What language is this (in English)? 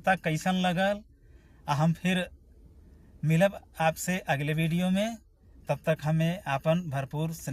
Bhojpuri